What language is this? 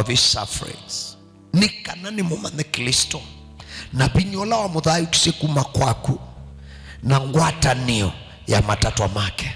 Kamba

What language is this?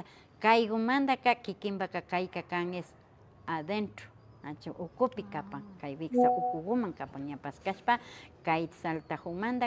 Imbabura Highland Quichua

